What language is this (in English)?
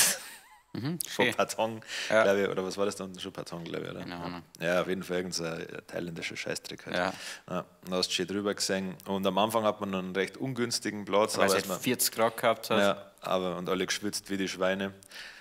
Bavarian